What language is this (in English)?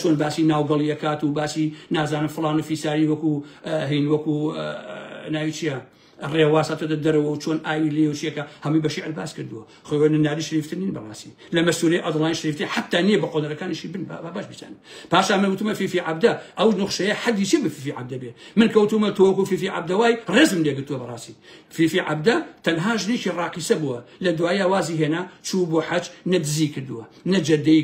Central Kurdish